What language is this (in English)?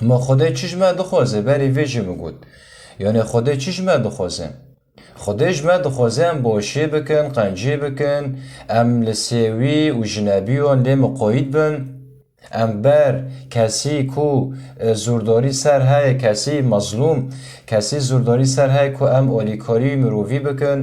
Kurdish